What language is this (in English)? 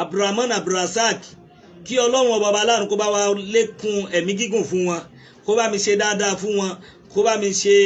Yoruba